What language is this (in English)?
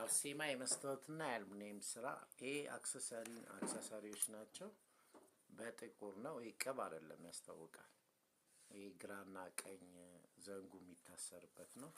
Amharic